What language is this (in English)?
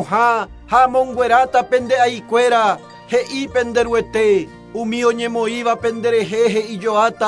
Guarani